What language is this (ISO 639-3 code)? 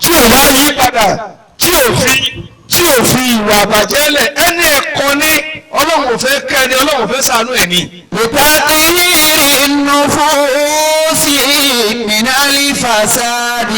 yor